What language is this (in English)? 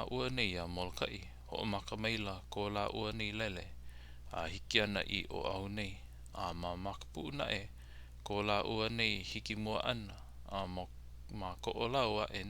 Hawaiian